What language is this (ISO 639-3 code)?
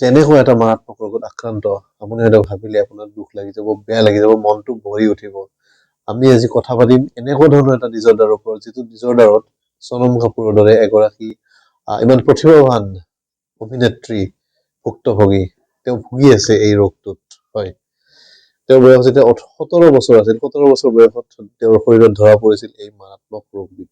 asm